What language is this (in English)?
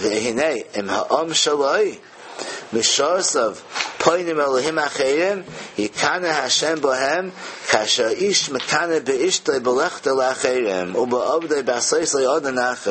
Yiddish